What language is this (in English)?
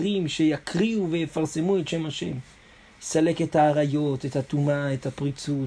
Hebrew